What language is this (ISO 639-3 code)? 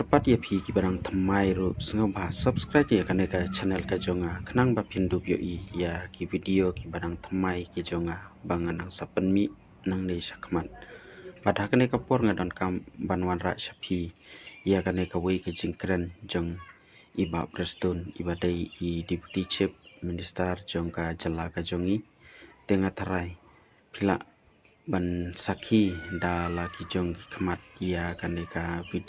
kha